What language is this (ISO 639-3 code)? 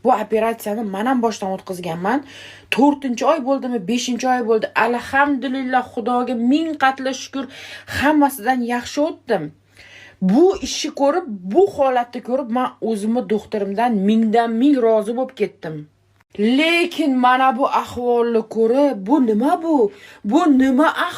uzb